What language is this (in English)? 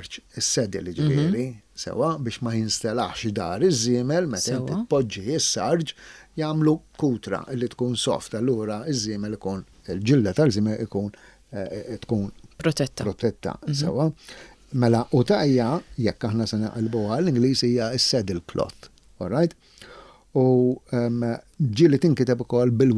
Maltese